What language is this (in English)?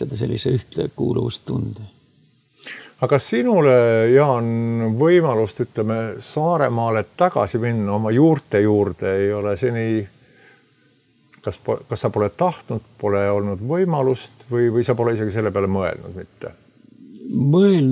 Estonian